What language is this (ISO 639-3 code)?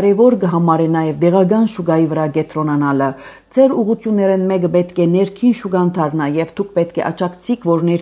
hye